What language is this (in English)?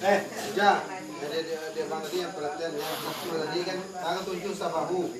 Minangkabau